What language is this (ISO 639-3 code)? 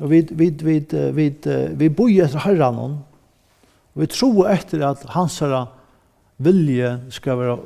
fao